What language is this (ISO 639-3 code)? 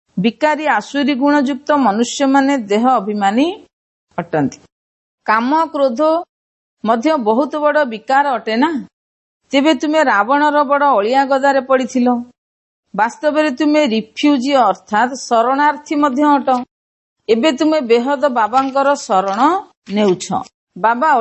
ori